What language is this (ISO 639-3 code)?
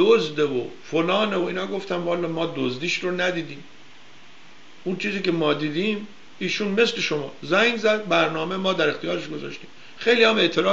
fas